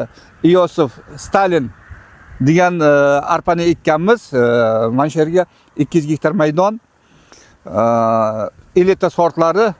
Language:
Uzbek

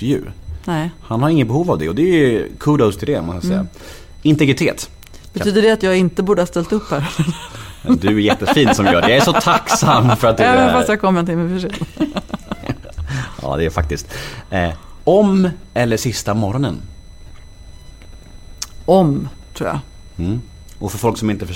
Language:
Swedish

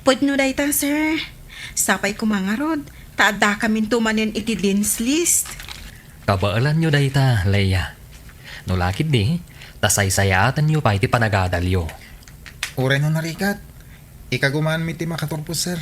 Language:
Iloko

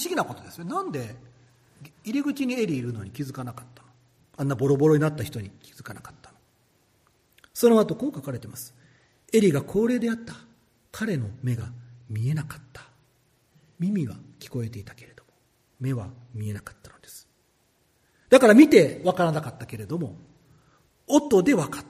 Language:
Japanese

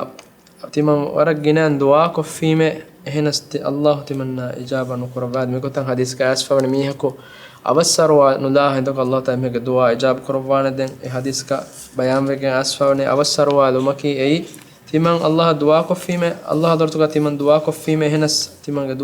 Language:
Divehi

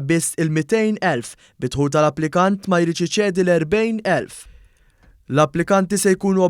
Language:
Maltese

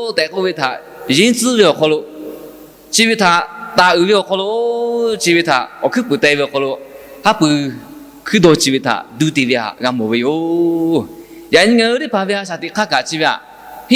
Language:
Lahu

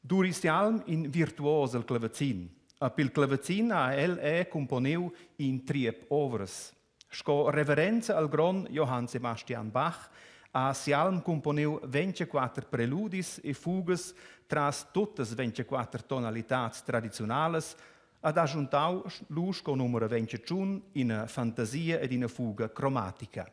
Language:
Romansh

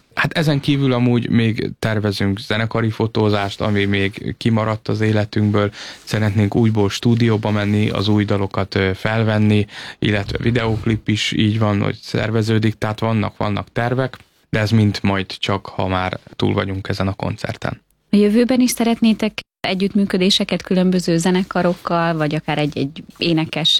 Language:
Hungarian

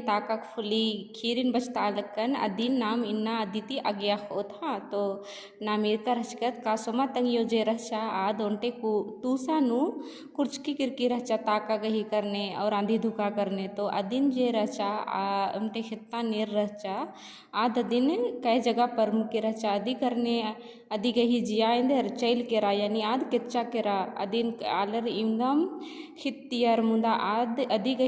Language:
Kurukh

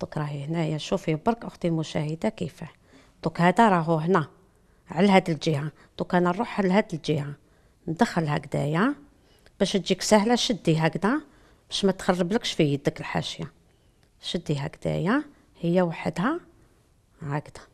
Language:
Algerian Arabic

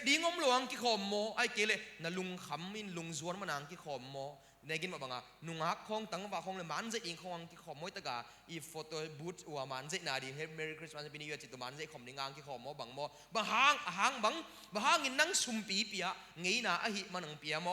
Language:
Tedim Chin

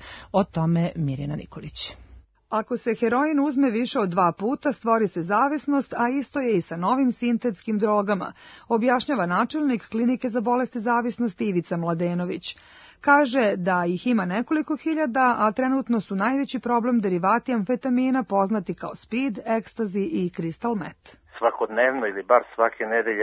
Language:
Serbian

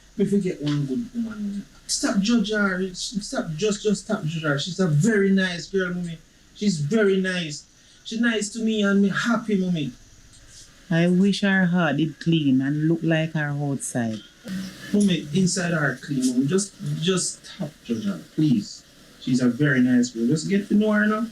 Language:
Jamaican Creole English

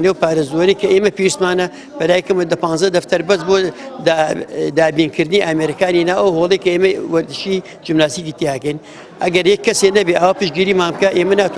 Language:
Central Kurdish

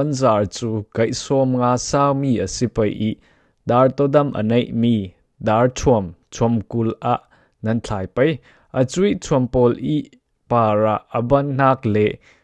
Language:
Falam Chin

